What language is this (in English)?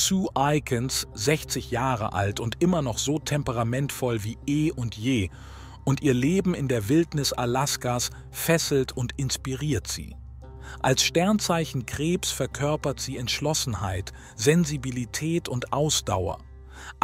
German